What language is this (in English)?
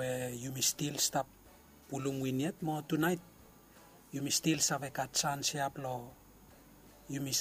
Bislama